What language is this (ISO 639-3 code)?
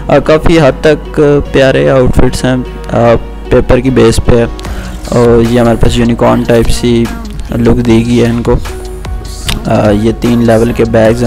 hin